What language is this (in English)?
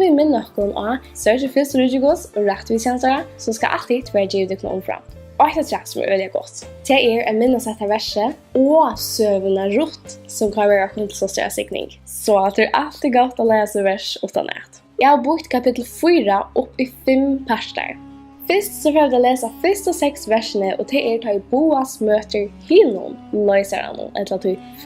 Faroese